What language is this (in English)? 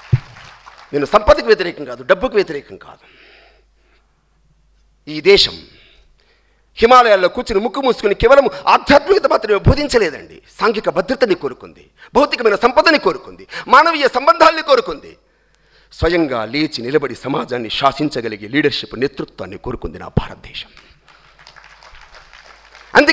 Telugu